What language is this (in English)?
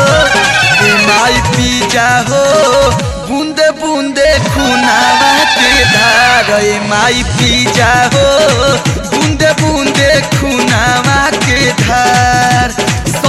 Bhojpuri